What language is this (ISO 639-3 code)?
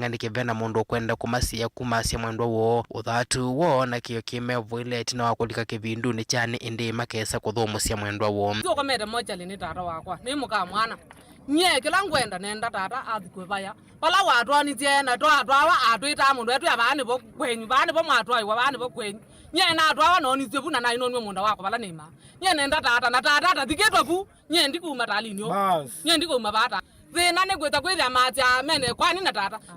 kam